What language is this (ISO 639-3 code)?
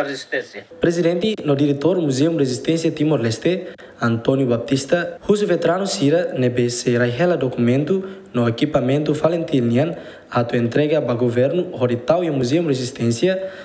tet